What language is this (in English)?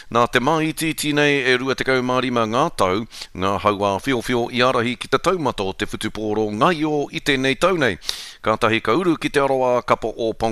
Māori